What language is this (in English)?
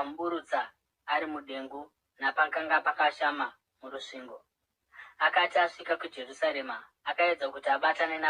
Shona